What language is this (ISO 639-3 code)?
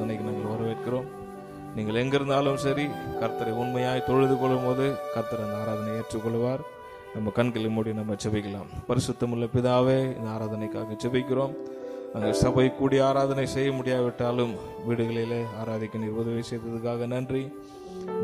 tam